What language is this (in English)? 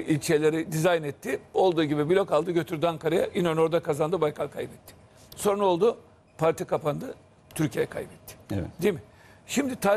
Turkish